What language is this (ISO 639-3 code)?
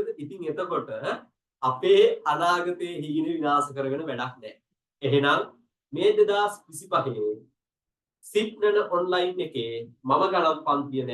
sin